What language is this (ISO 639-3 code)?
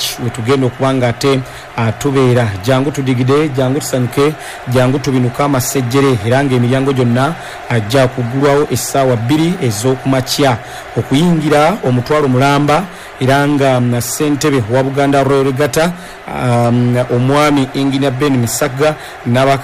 lug